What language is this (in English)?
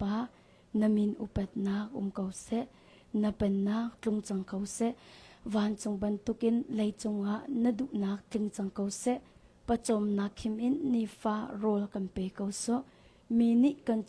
Hakha Chin